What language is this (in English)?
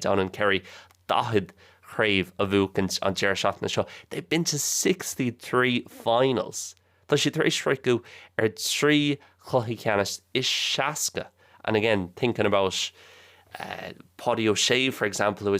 Irish